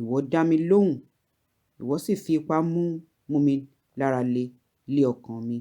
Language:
Yoruba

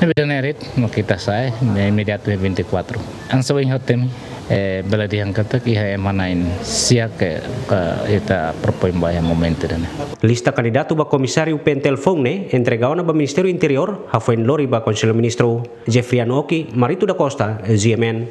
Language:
Tetum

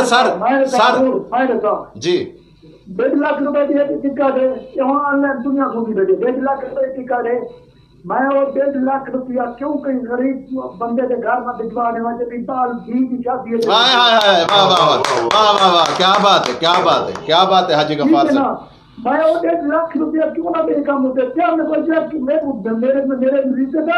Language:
Saraiki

